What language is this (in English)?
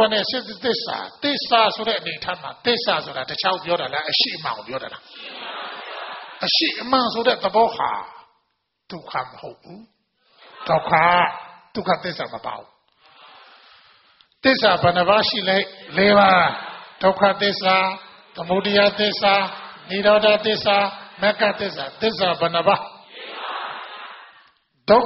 Burmese